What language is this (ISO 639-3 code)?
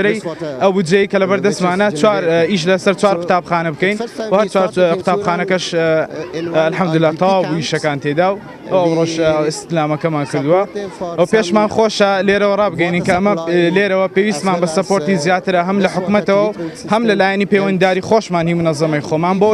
ckb